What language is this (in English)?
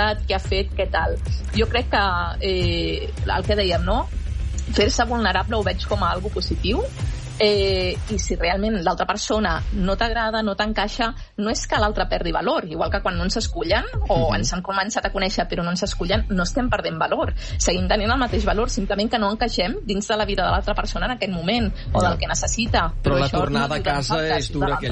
Catalan